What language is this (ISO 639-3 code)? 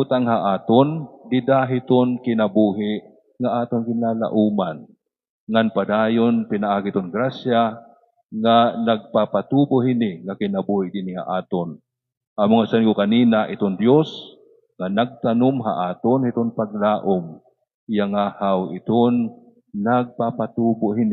war